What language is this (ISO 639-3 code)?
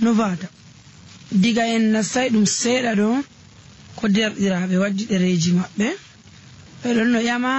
fuv